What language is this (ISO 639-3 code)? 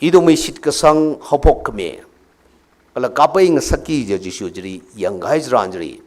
nmf